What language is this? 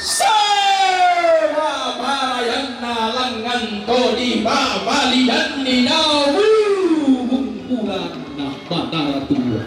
Toraja-Sa'dan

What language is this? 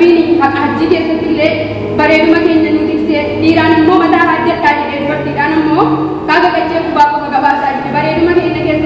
Oromo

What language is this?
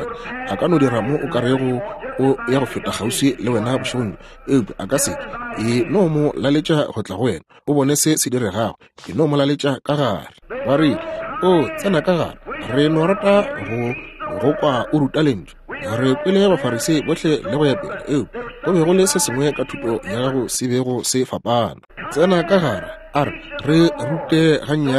Northern Sotho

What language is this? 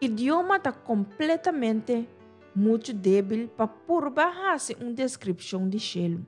Papiamento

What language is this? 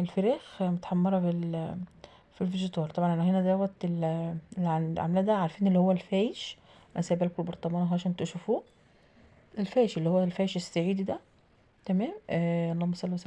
Egyptian Arabic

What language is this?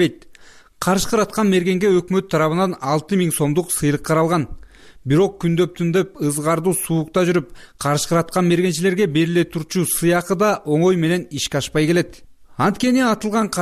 Kyrgyz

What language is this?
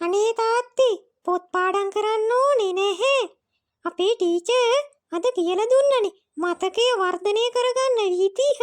Sinhala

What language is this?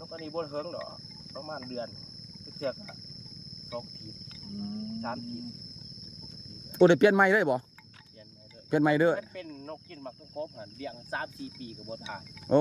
Lao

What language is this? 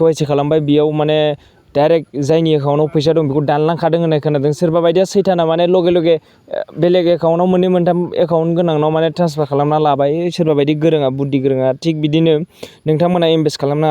Bodo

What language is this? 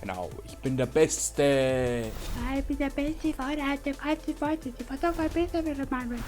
Bavarian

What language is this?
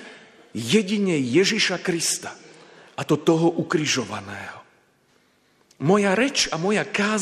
Slovak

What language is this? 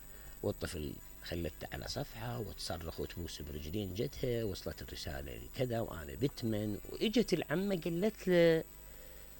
Mesopotamian Arabic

